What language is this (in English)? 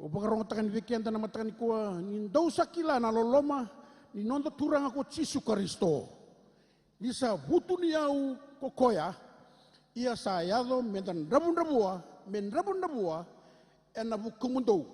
Fijian